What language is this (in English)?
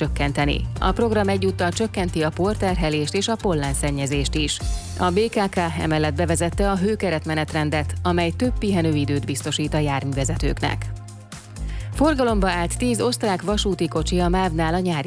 Hungarian